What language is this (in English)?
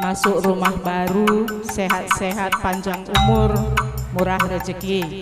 Batak Karo